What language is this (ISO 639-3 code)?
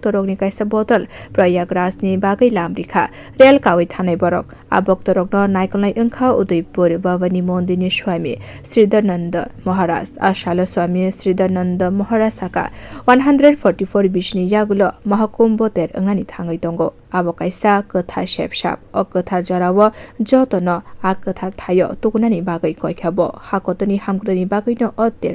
trp